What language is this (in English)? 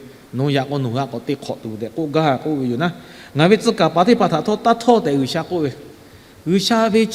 Lahu